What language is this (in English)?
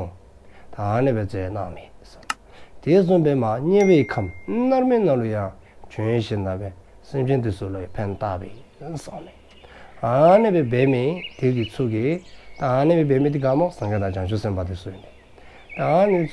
Dzongkha